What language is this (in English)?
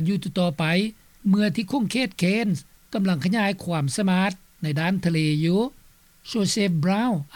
Lao